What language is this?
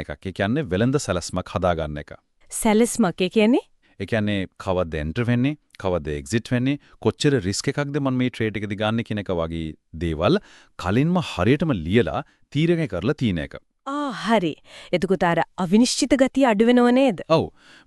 Sinhala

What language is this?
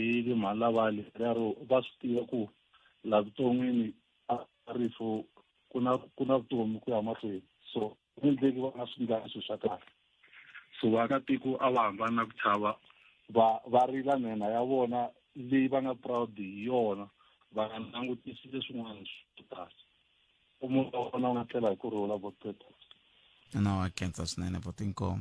Tsonga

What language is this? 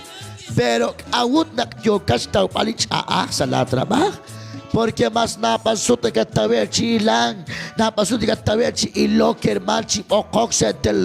Kekchí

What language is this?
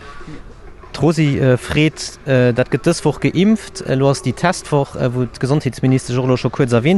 Luxembourgish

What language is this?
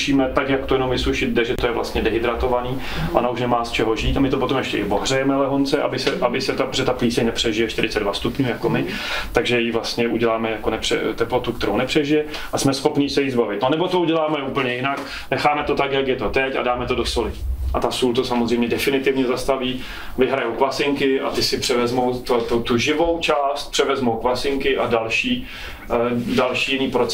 Czech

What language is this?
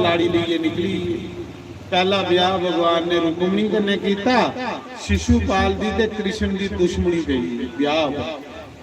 Dogri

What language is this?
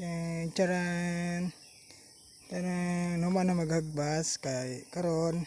Cebuano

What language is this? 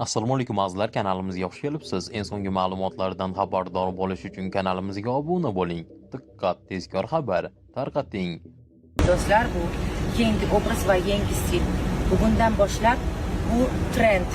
Uzbek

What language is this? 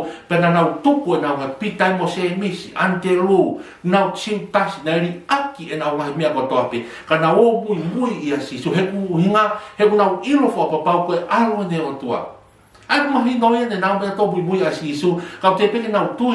Tongan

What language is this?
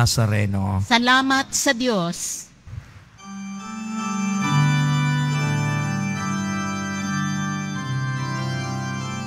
Filipino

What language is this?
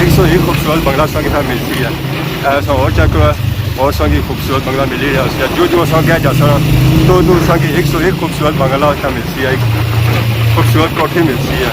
Pahari-Potwari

